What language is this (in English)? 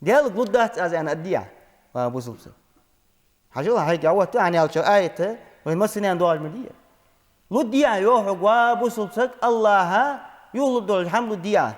Ingush